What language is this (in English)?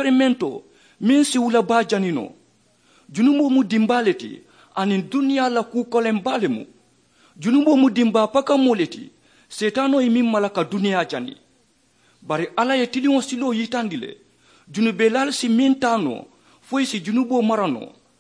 Mandingo